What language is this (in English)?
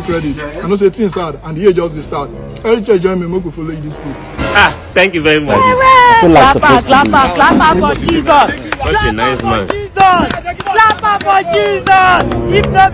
Nigerian Pidgin